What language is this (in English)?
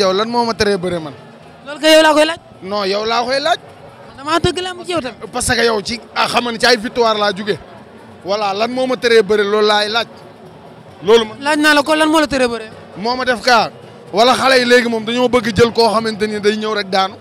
Wolof